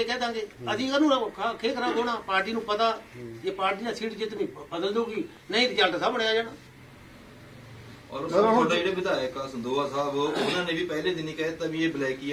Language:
Punjabi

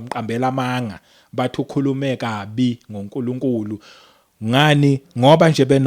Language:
Zulu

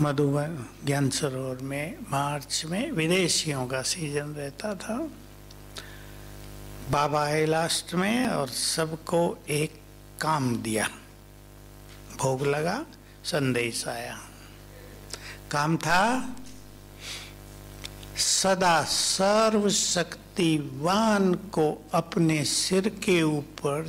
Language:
Hindi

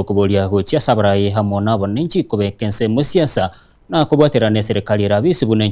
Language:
Gusii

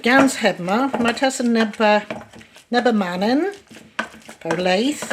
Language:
Cornish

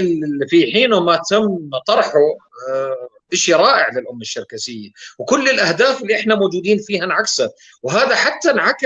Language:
North Levantine Arabic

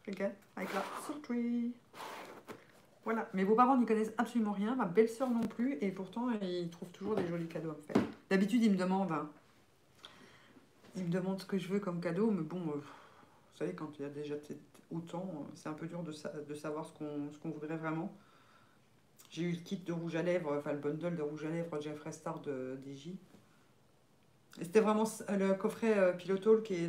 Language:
French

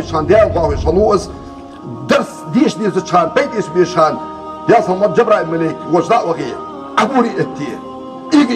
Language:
Ingush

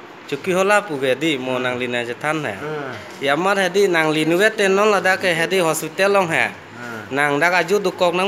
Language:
Karbi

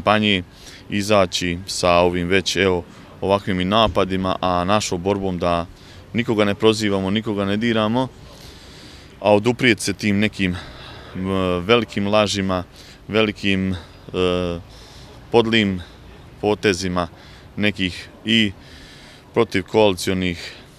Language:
Bosnian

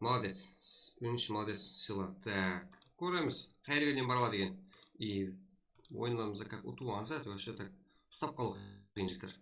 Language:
Kara-Kalpak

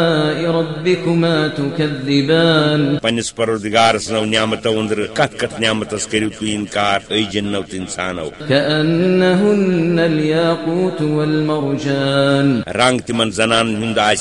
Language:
Kashmiri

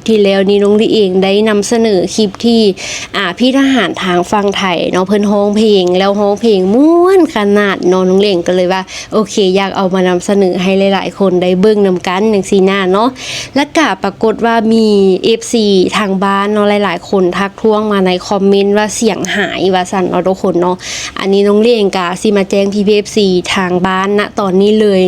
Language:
Lao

